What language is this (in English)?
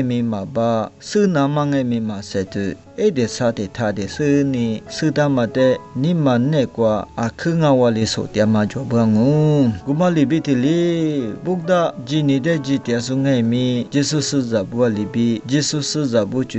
Lisu